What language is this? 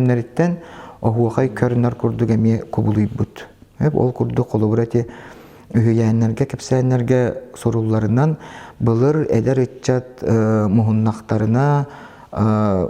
Yakut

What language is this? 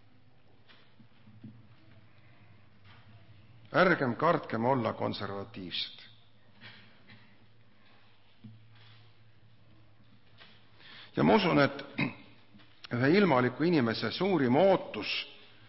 Estonian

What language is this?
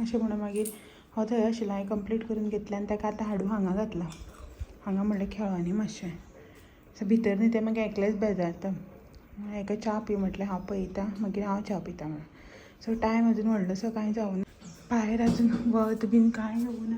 Konkani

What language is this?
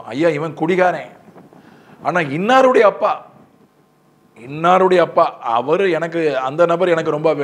Tamil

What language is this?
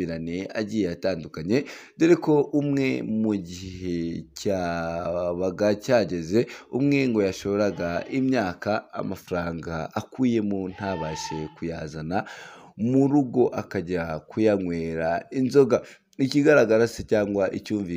Kinyarwanda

